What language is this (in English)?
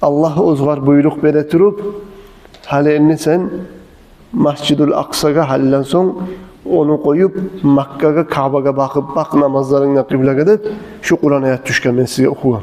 Kumyk